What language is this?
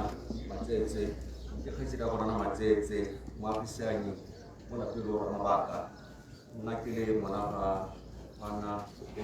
Tswana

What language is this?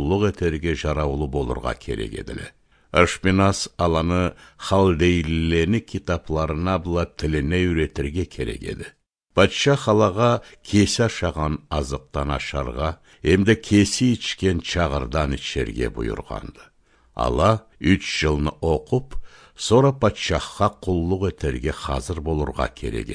Karachay-Balkar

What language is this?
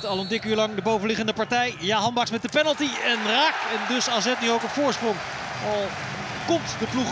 Dutch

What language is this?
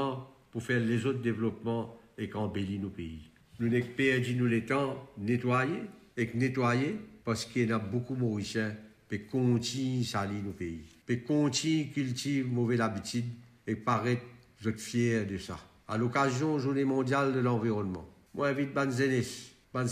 Morisyen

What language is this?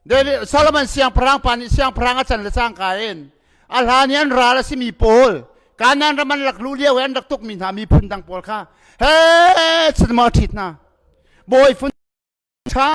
Hakha Chin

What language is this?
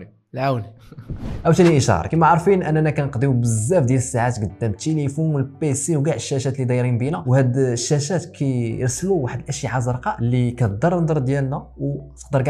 Moroccan Arabic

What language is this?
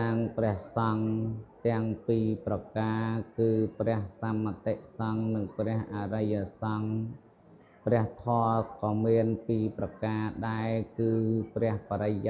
Khmer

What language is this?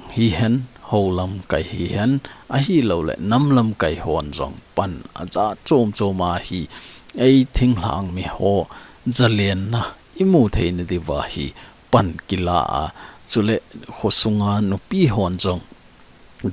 Thado Chin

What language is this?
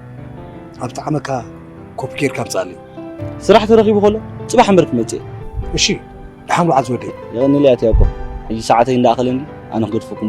Tigrinya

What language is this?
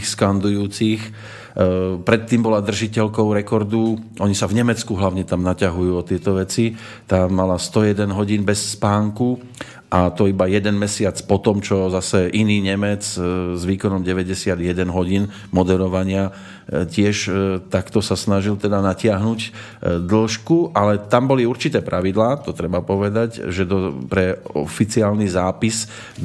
Slovak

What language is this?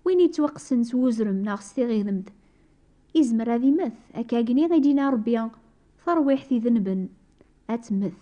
Kabyle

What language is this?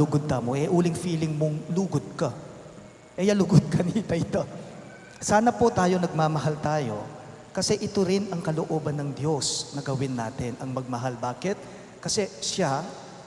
Pampanga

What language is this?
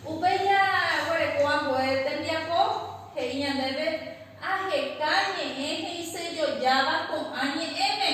Guarani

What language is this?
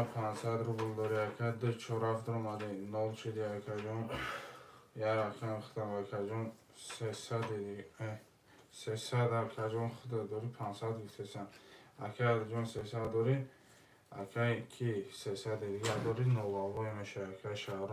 Tajik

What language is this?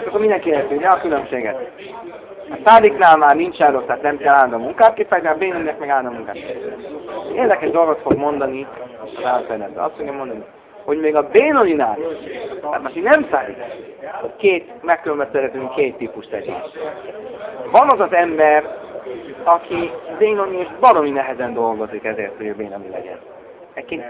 Hungarian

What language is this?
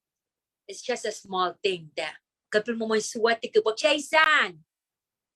Pohnpeian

